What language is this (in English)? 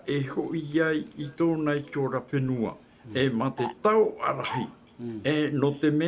Tahitian